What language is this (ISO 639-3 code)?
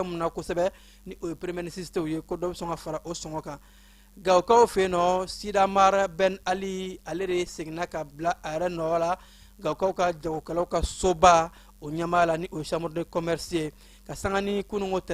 bam